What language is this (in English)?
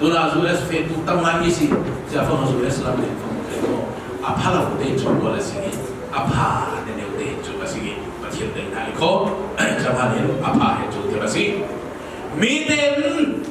Falam Chin